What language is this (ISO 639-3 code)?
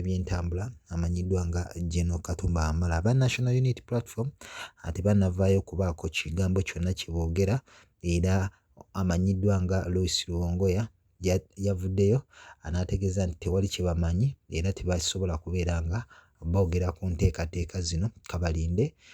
lug